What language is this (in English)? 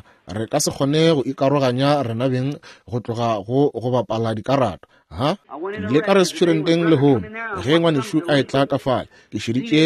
Northern Sotho